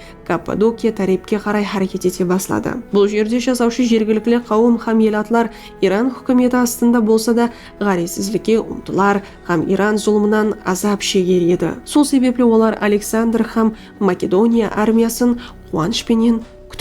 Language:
Kara-Kalpak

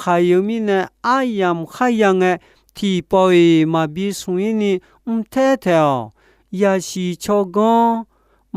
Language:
Akha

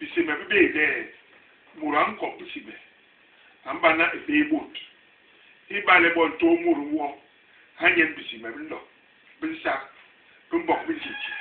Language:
Basaa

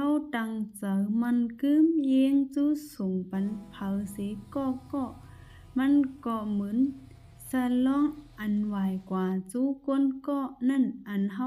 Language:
Shan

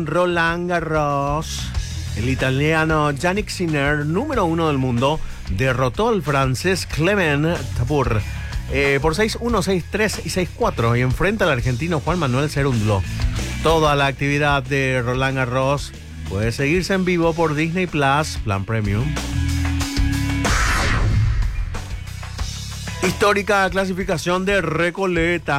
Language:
Spanish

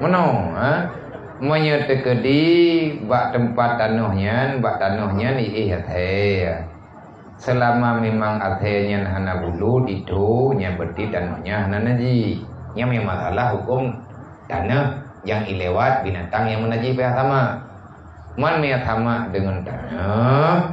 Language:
Achinese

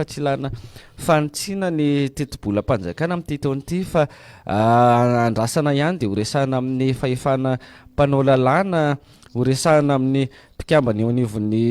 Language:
Malagasy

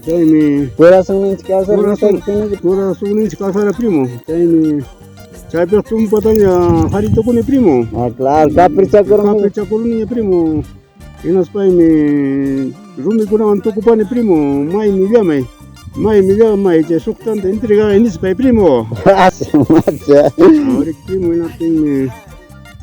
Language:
Ayacucho Quechua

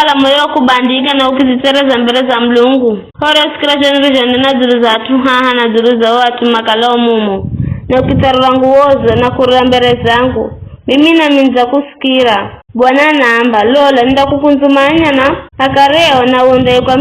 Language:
Giryama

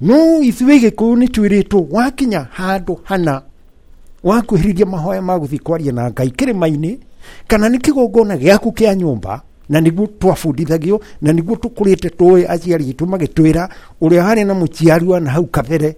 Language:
Kikuyu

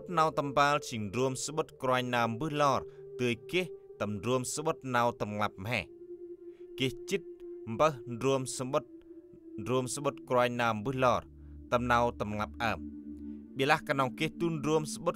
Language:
Central Mnong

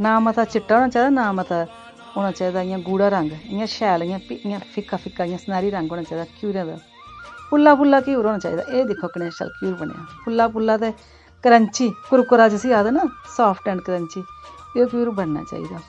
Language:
Dogri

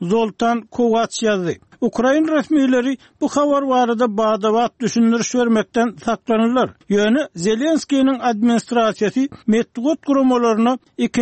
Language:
Turkmen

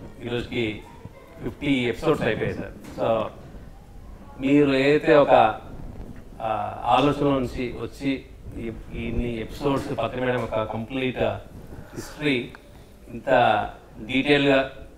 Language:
Telugu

